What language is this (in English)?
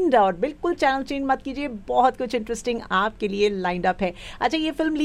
Hindi